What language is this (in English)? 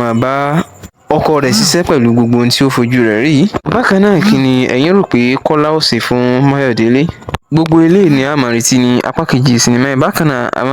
Yoruba